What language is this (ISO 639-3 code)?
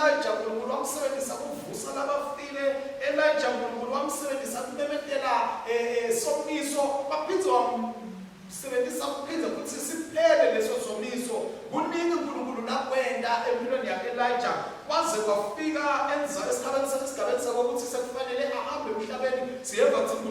ssw